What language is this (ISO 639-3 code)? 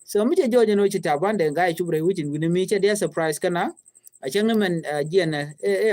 nus